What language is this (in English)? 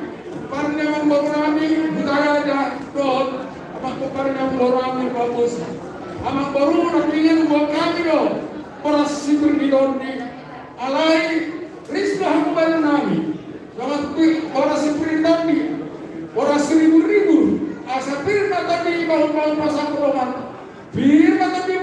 Batak Toba